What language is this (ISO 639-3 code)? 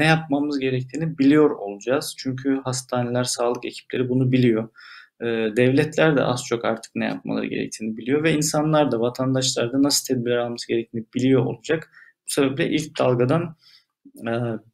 tur